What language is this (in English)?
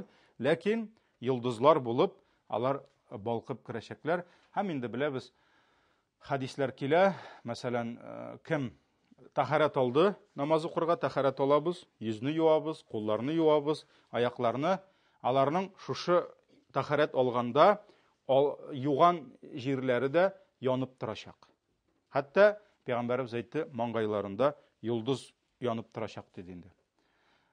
Tatar